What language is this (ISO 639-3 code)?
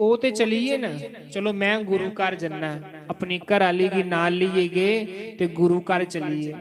doi